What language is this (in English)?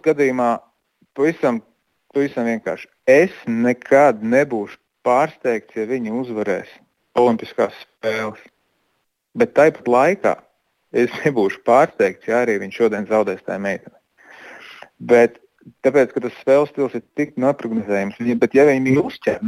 Latvian